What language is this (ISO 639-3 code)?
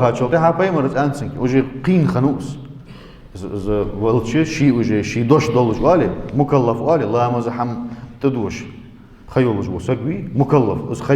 inh